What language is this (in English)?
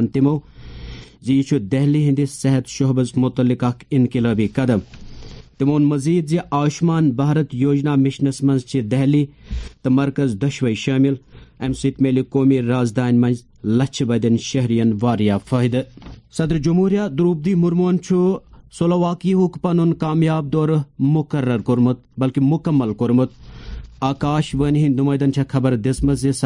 Kashmiri